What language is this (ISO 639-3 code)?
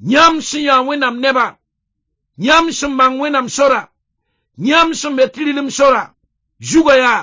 mos